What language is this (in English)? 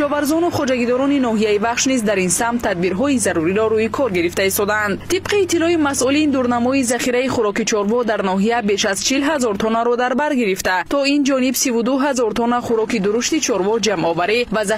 Tajik